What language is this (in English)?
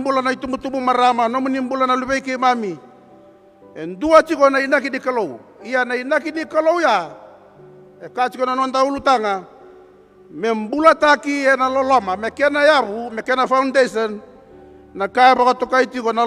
Fijian